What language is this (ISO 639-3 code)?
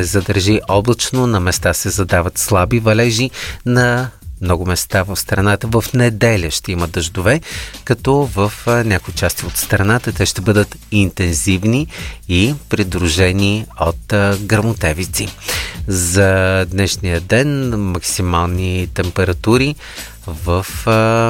bul